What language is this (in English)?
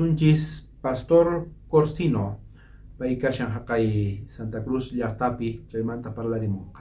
South Bolivian Quechua